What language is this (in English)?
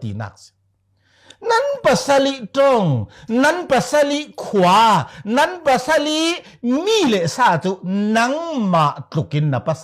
Falam Chin